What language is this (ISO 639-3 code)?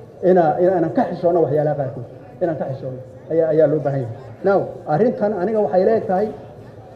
som